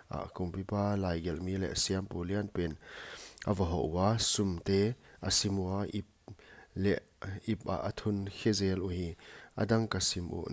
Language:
Paite Chin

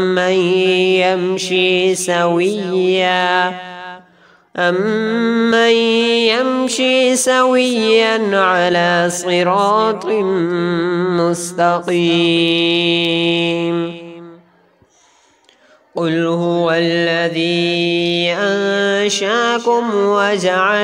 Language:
Arabic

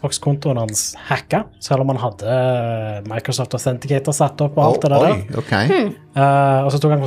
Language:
Norwegian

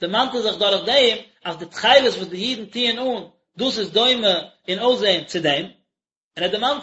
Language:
Yiddish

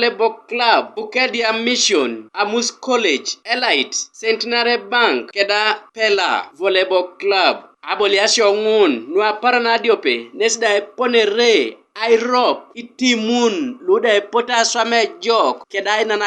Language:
Teso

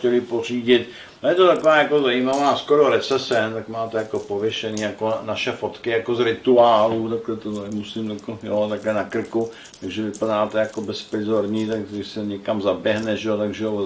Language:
Czech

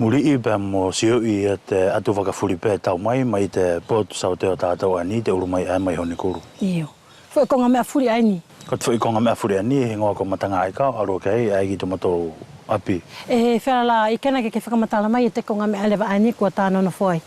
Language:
Wallisian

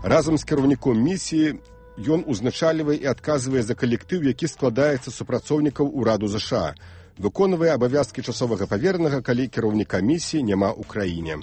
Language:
Belarusian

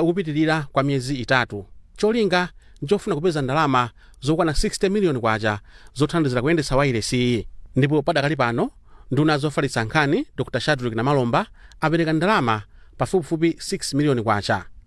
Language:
Nyanja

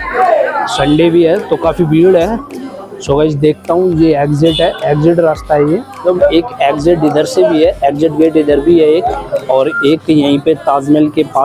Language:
Hindi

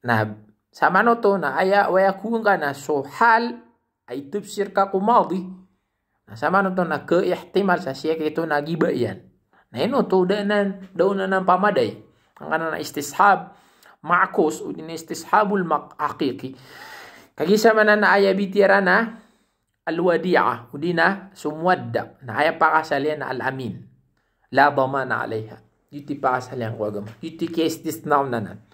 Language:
Maranao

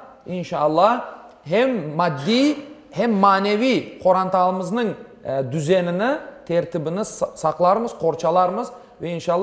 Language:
Crimean Tatar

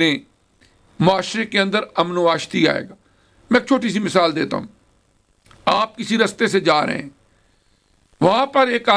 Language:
Urdu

